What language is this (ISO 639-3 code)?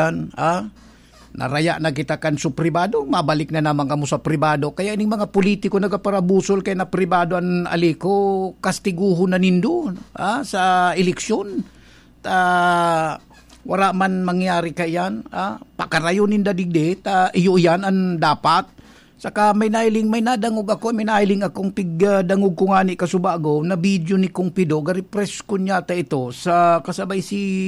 bik